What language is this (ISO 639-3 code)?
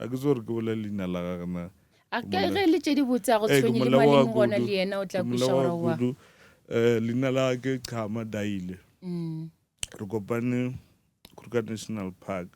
nso